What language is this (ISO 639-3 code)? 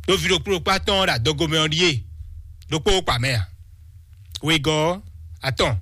fon